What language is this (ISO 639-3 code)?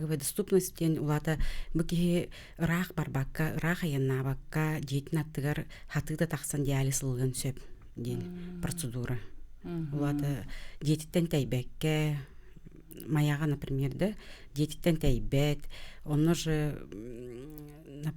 sah